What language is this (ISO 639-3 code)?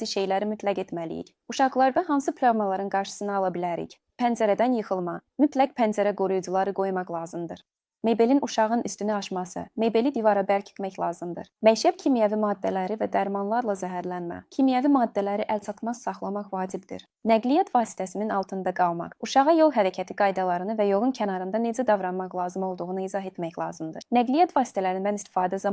aze